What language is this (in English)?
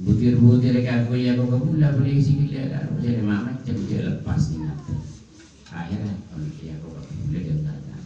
Madurese